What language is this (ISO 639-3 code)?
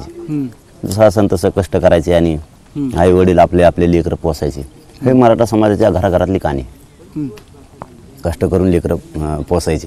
mar